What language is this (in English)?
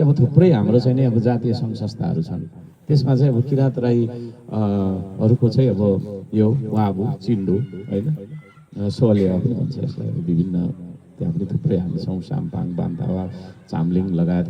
Nepali